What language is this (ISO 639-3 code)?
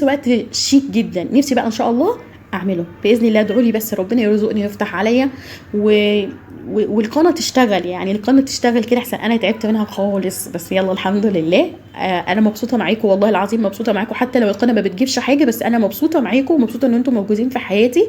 arz